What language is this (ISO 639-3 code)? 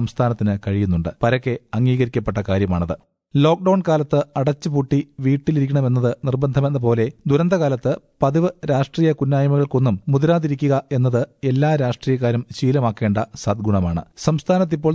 mal